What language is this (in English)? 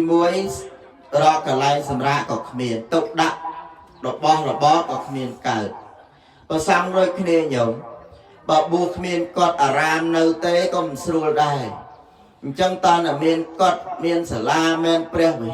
Khmer